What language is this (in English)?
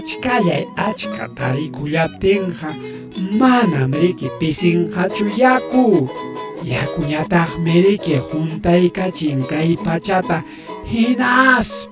Ayacucho Quechua